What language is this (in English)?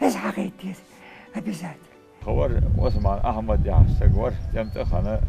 Ingush